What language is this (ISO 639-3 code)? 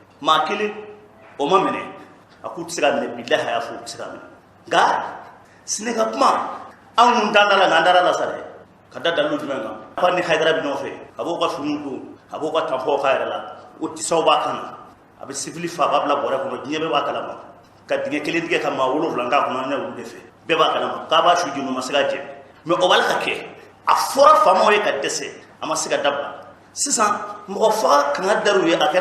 bam